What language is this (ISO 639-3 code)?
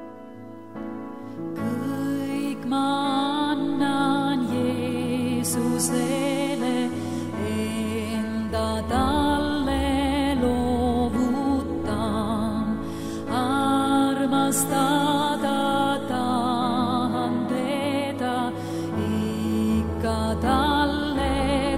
est